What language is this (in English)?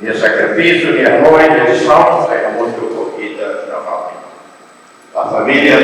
Tetum